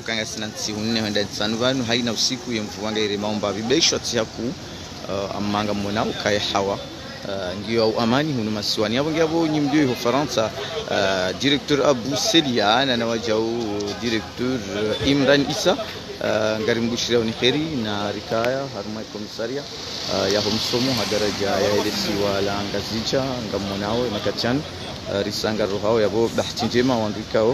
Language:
Ngazidja Comorian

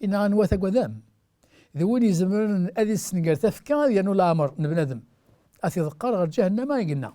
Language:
Kabyle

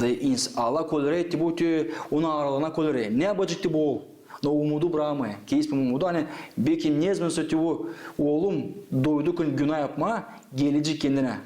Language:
Gagauz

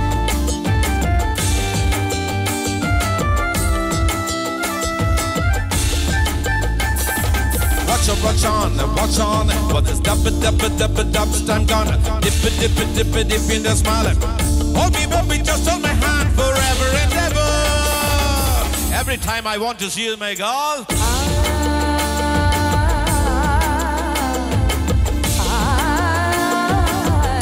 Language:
Malayalam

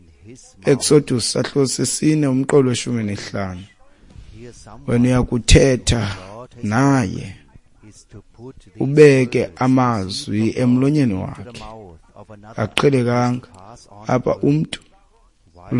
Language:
Xhosa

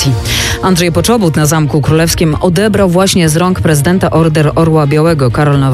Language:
Polish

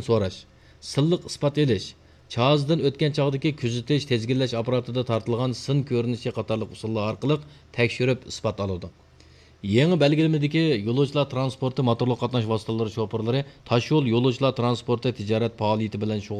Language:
Uyghur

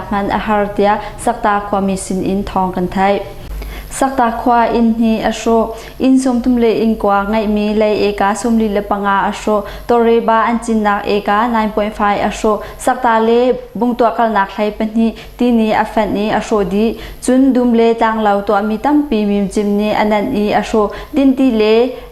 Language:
Hakha Chin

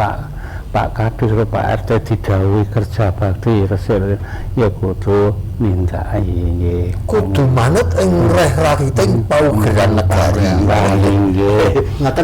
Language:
Javanese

